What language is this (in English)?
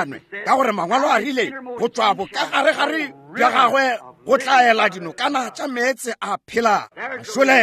Northern Sotho